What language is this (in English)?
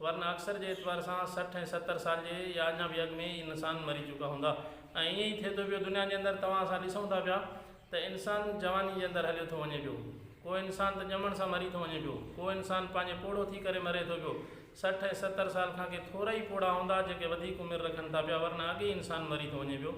Sindhi